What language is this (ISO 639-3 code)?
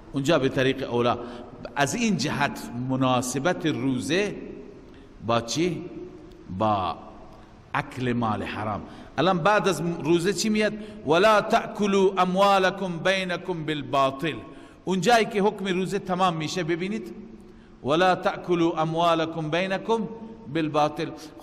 fas